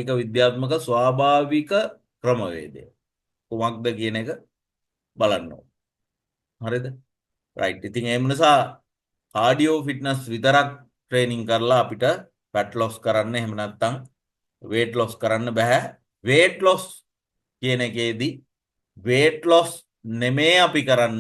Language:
Sinhala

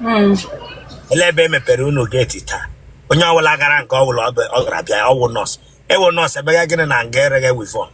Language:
Igbo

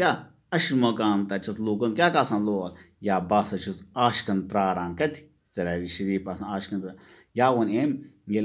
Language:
Kashmiri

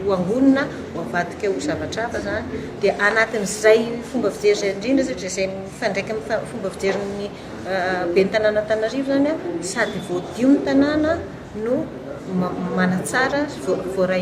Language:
Malagasy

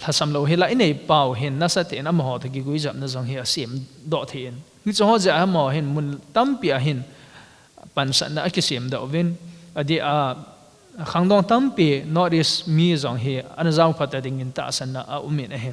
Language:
Thado Chin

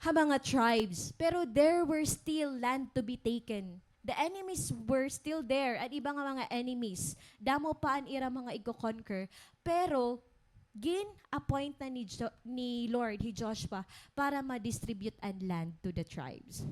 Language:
Waray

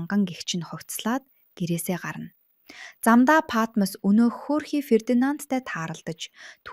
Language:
Mongolian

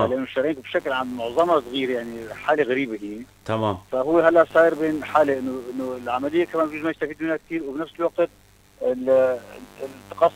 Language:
North Levantine Arabic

